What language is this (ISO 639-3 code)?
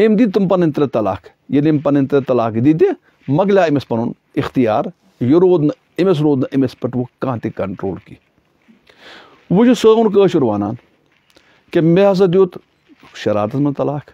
kas